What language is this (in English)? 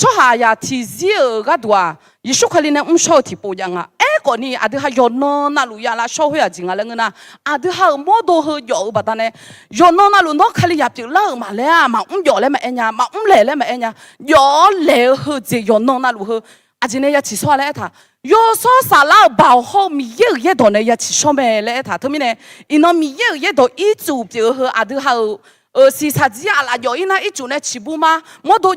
Akha